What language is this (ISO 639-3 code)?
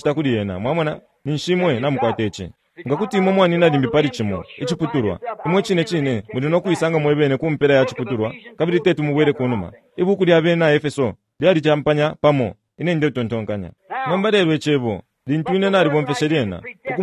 bem